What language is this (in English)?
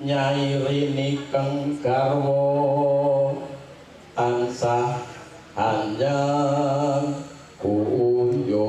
Javanese